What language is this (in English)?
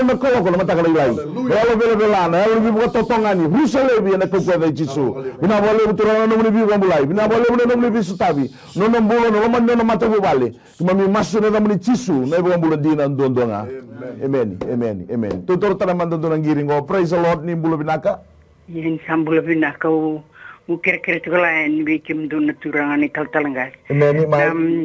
Fijian